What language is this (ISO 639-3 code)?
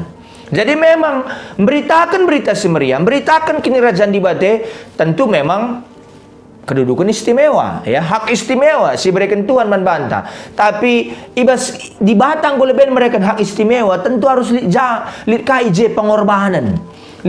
btx